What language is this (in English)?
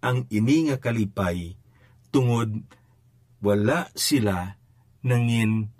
Hiligaynon